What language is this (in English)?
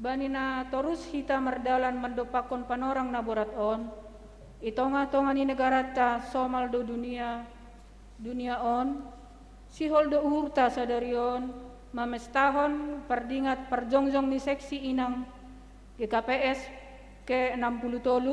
Batak Simalungun